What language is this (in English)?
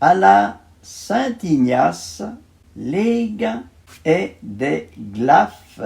Arpitan